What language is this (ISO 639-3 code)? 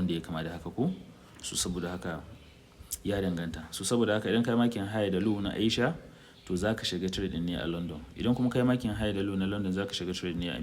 hau